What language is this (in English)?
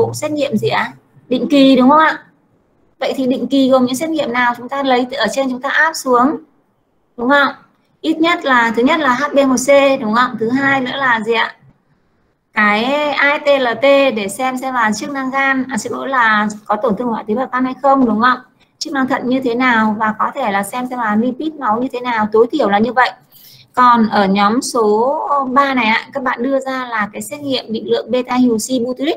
Vietnamese